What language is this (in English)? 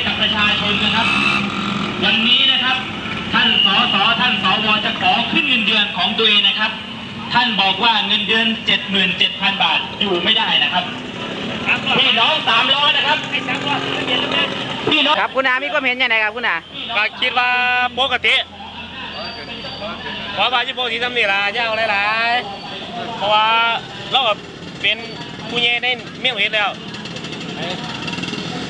Thai